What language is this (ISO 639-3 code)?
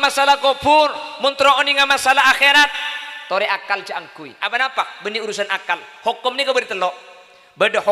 mad